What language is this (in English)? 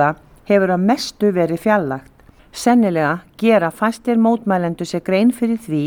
Icelandic